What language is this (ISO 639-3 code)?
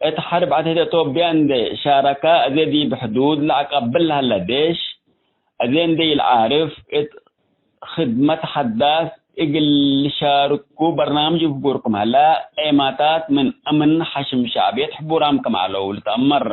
tig